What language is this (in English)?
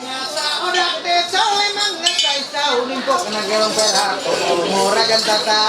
Ma'anyan